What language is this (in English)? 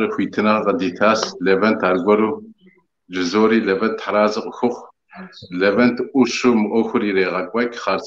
Kabardian